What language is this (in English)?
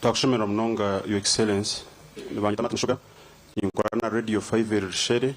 Nyankole